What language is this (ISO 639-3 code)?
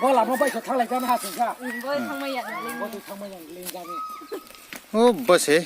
ria